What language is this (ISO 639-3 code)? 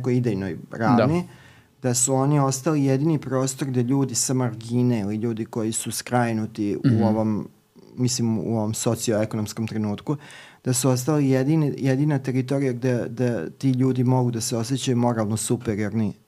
srp